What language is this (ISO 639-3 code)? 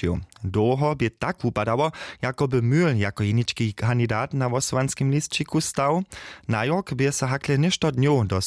hsb